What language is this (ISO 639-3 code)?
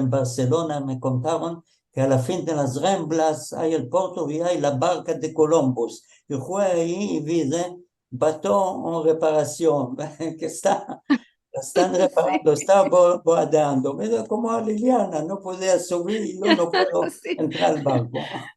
lad